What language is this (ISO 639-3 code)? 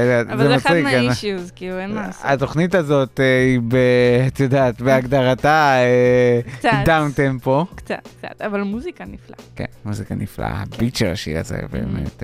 heb